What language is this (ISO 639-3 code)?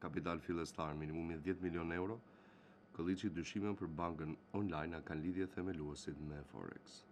sqi